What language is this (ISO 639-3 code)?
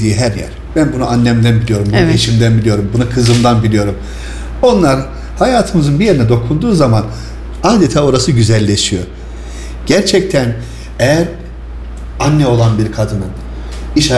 tur